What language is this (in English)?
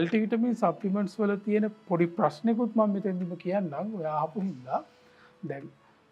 Sinhala